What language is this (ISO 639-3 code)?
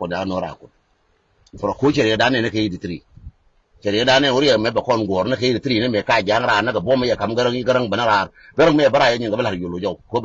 nus